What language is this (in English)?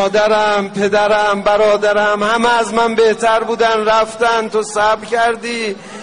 Persian